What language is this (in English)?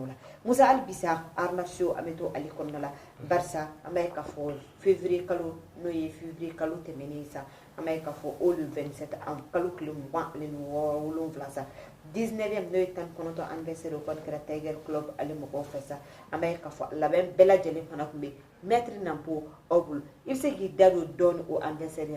Bambara